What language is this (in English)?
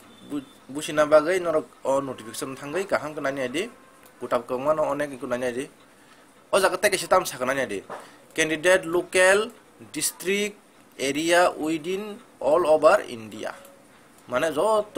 Kok Borok